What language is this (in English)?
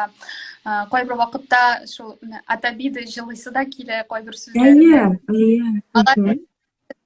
Tatar